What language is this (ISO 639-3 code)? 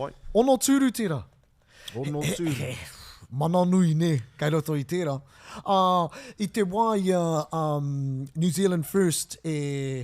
mri